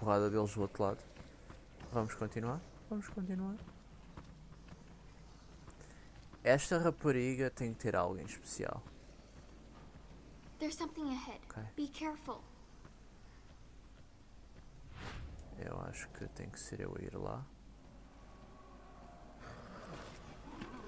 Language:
Portuguese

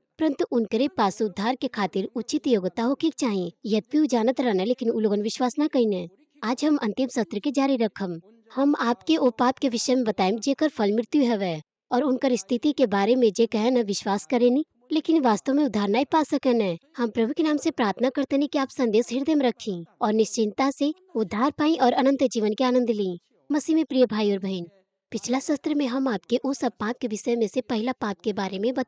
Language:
Bhojpuri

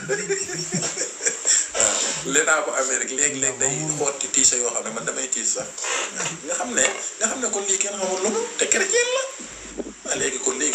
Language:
Wolof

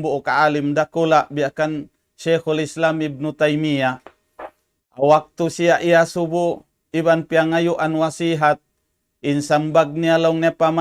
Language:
Tausug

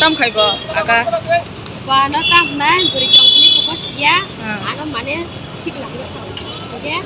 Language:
Riang (India)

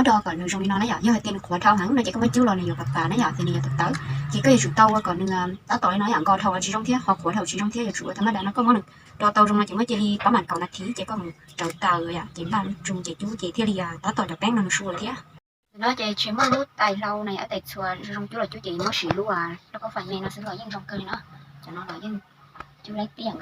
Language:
Hmong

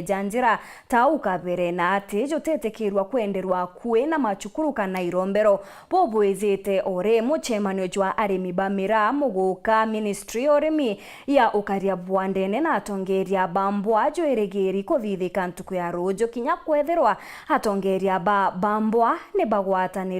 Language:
Meru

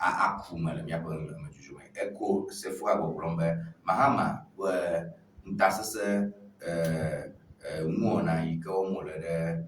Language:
Ewe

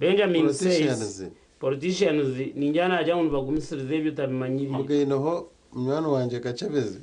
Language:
Nyankole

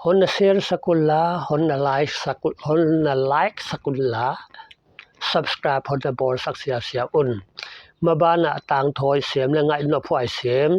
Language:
Paite Chin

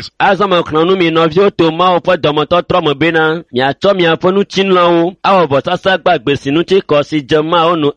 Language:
Ewe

